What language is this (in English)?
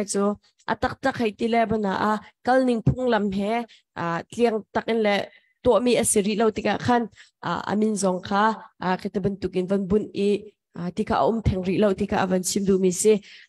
Hakha Chin